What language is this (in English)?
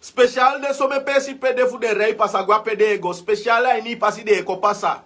Sranan Tongo